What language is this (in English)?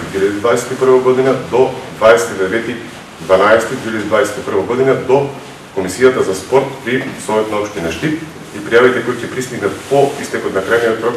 Macedonian